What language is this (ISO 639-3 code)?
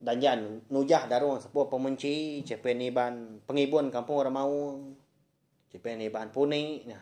iba